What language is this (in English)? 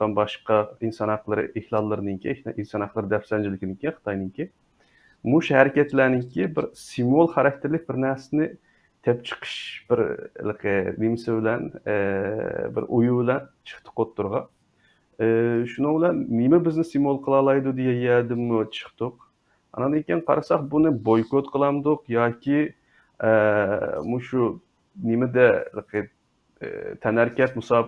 Uyghur